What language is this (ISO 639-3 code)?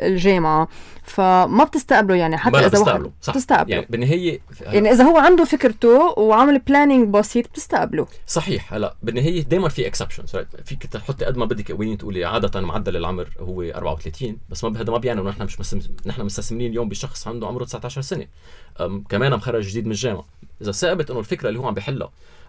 apc